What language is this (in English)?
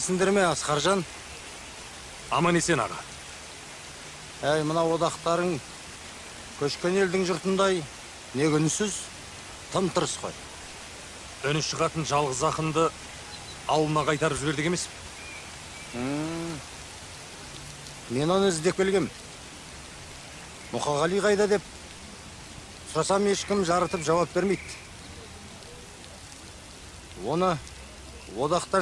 Kazakh